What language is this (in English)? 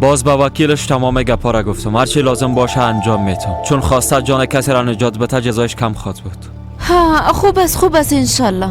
Persian